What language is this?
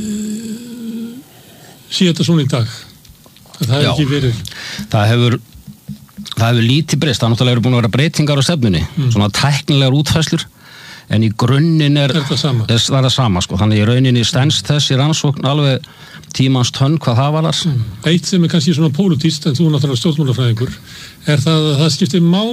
Icelandic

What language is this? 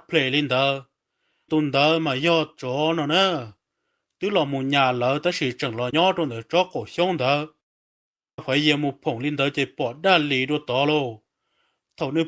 Hmong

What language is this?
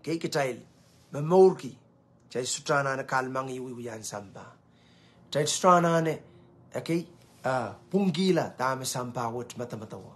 Pohnpeian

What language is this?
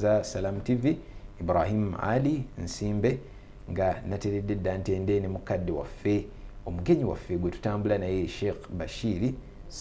Ganda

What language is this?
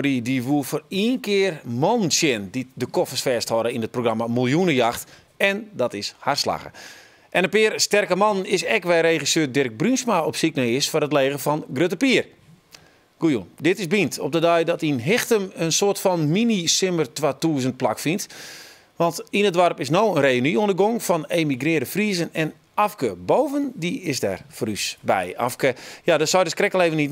Western Frisian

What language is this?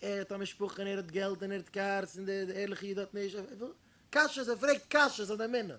Yiddish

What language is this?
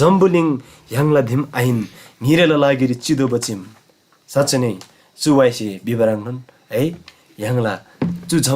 Eastern Tamang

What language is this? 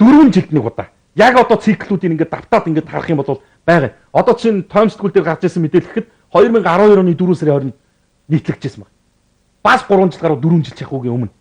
Mongolian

